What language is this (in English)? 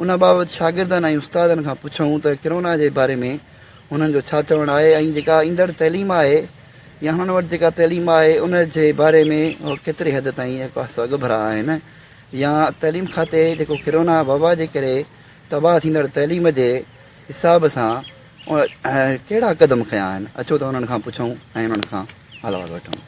Sindhi